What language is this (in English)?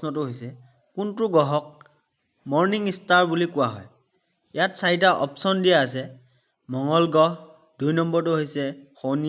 Assamese